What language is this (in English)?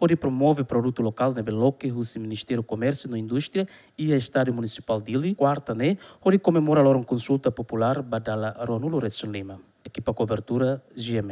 Tetum